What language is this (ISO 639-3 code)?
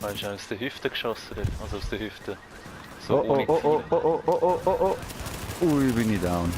gsw